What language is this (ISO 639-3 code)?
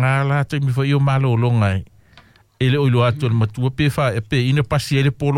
smo